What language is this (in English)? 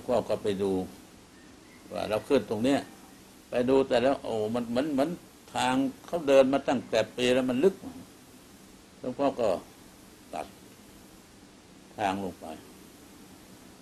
Thai